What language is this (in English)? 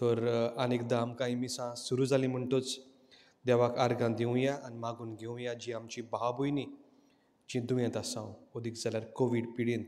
Konkani